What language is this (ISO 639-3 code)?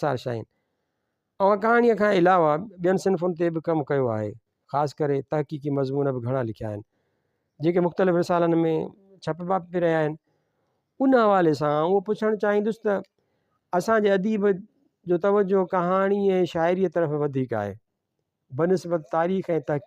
snd